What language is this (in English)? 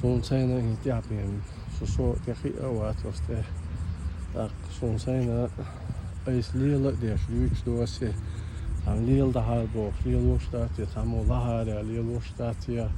Chechen